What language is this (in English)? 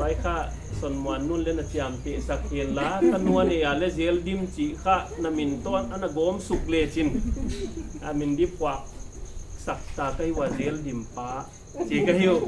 Paite Chin